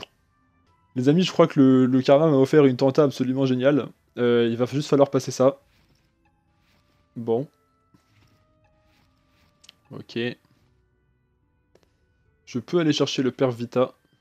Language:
French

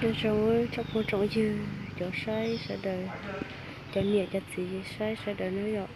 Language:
Hmong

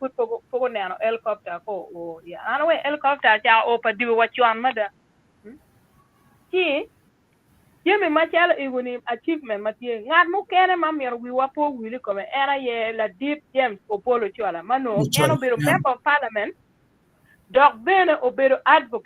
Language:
Acoli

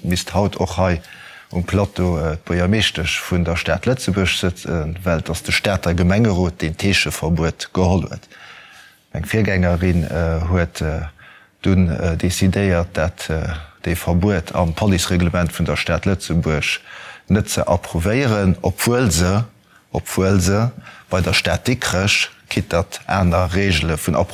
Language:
Luxembourgish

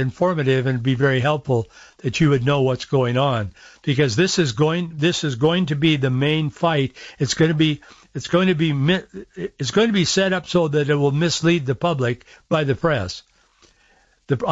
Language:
English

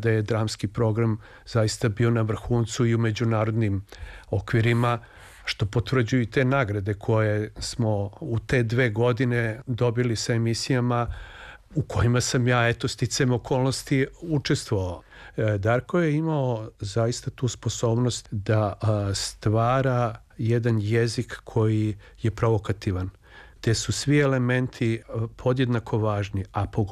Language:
Serbian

